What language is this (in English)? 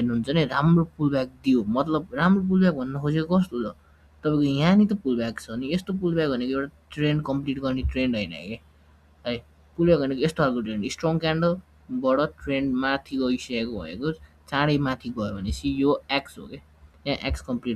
Nepali